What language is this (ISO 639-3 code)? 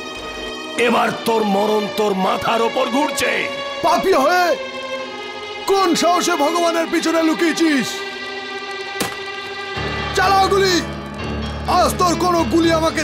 ben